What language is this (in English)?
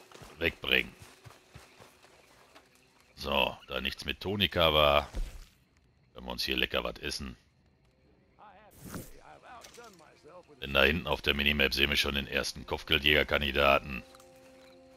German